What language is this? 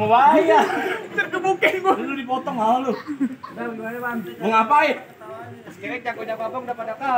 Betawi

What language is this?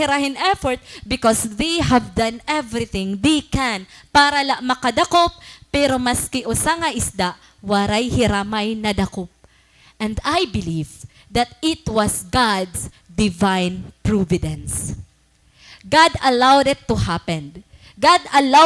Waray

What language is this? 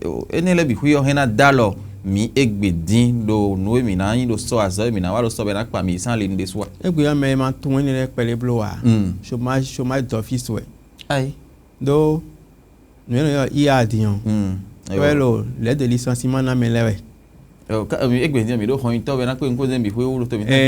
Fon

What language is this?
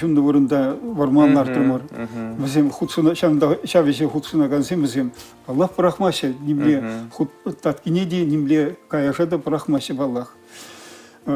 Chuvash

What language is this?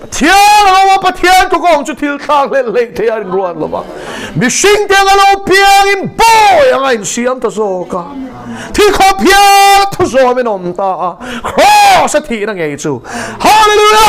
Mizo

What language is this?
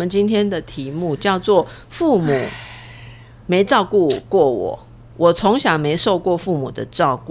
Chinese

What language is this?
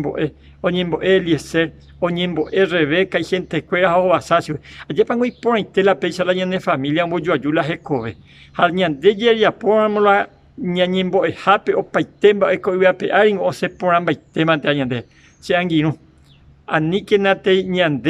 Guarani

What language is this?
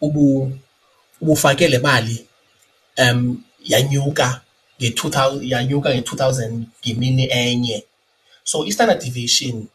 Xhosa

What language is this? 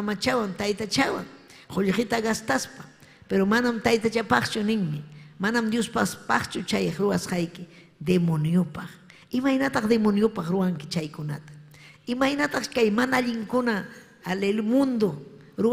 Ayacucho Quechua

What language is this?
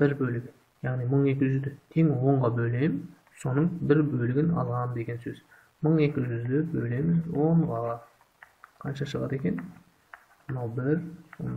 Kazakh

